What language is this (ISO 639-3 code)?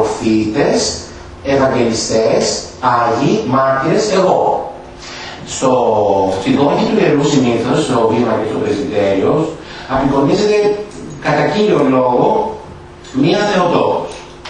ell